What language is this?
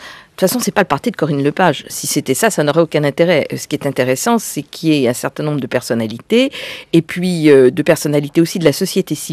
French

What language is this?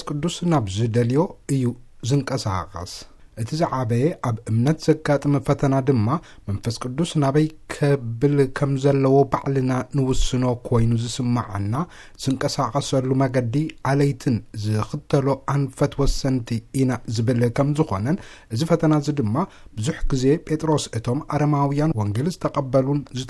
Tigrinya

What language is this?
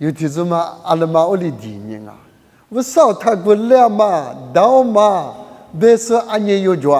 Lisu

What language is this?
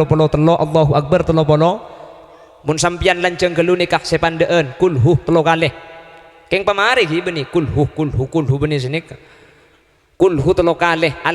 Madurese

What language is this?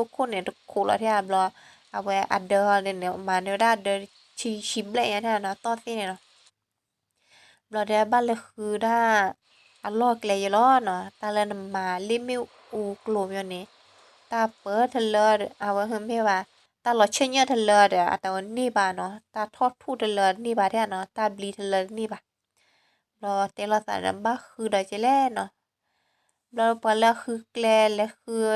S'gaw Karen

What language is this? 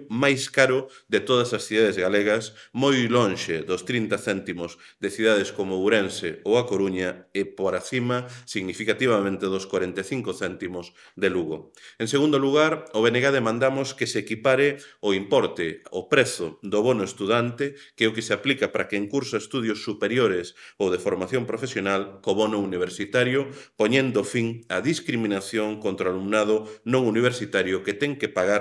Galician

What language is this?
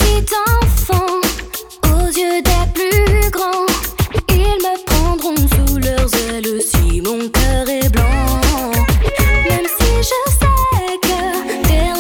French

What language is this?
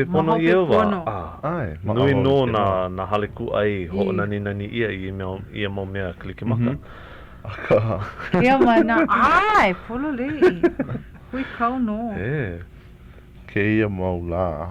Hawaiian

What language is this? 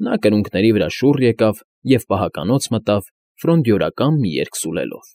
Armenian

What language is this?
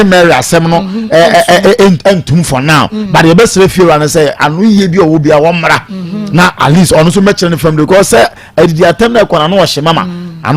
Akan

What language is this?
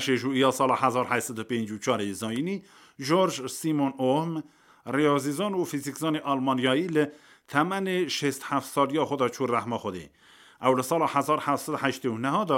Kurdish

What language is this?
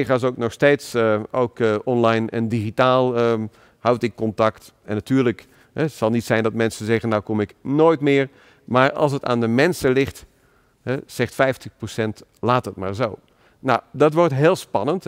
Dutch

